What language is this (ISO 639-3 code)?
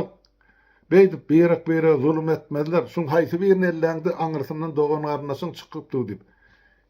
tuk